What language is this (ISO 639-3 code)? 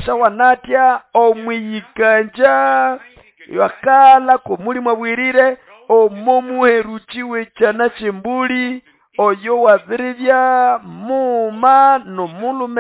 nnb